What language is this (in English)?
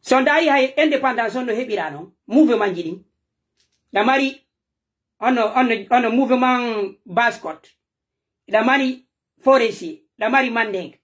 Pular